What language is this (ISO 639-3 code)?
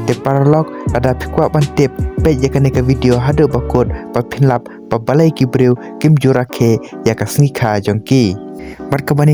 kha